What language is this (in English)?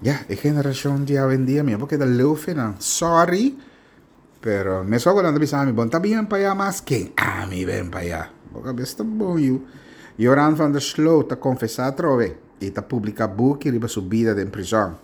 Papiamento